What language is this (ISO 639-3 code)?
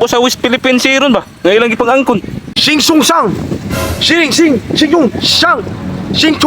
ceb